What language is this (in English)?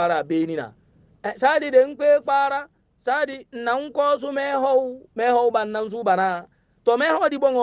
Hausa